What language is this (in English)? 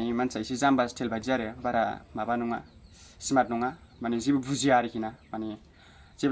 Bodo